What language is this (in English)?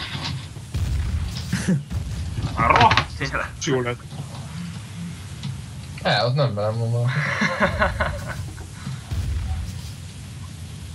Hungarian